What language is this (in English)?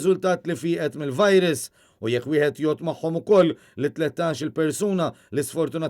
Maltese